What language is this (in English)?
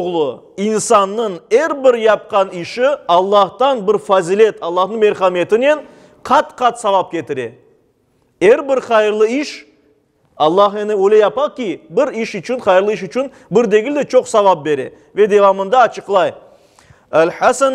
Crimean Tatar